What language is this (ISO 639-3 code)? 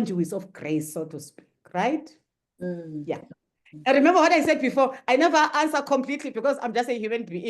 eng